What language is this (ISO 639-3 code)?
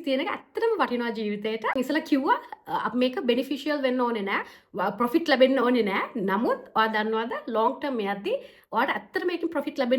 sin